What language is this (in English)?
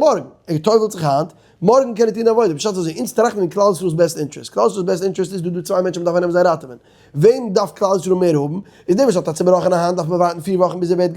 Yiddish